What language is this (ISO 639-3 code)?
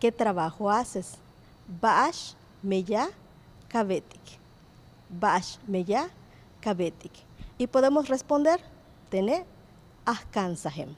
yua